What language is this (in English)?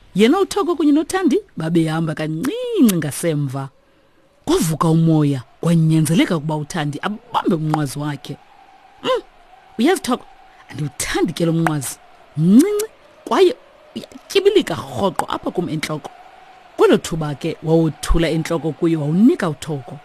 Xhosa